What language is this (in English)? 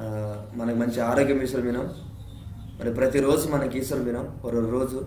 Koya